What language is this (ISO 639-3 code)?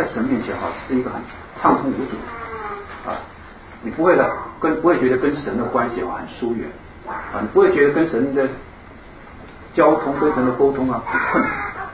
zho